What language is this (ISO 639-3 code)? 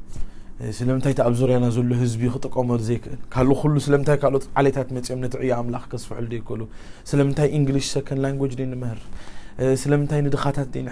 tir